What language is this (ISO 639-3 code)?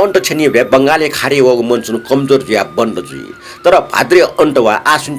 new